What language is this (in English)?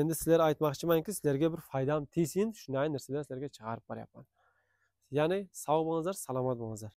Uzbek